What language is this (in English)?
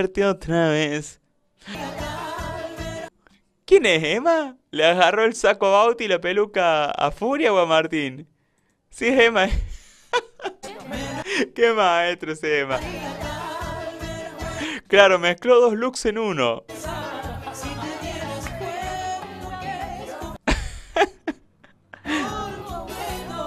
Spanish